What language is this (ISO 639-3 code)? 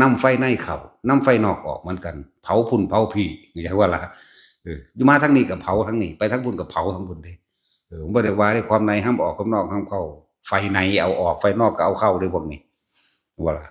tts